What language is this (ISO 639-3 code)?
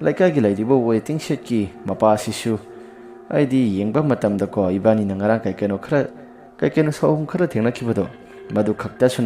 mni